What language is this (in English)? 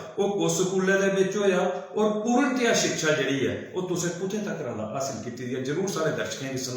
Dogri